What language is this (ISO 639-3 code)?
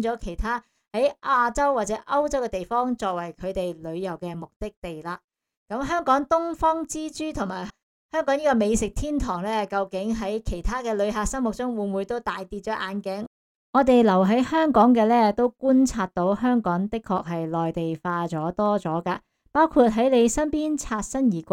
yue